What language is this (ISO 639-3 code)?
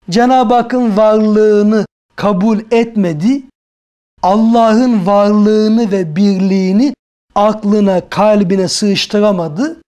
tur